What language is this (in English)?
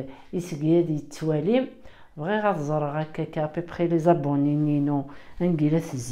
Kabyle